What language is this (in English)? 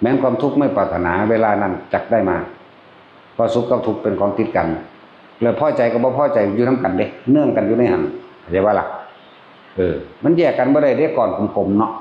Northeastern Thai